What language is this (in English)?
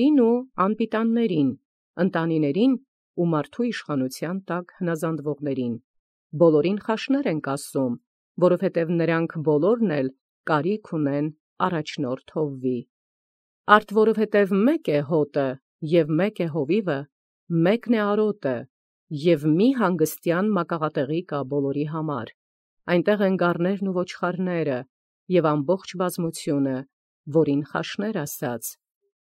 Armenian